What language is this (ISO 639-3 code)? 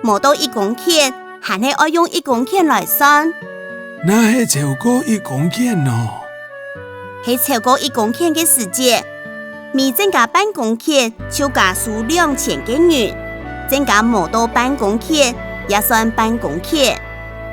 hak